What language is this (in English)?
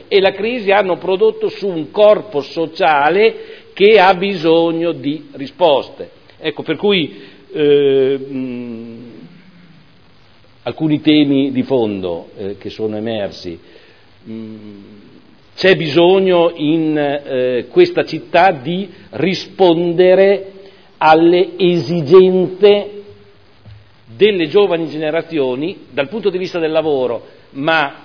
Italian